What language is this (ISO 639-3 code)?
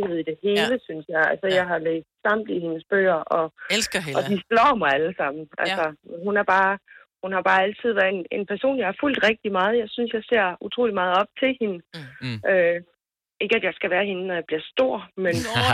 dan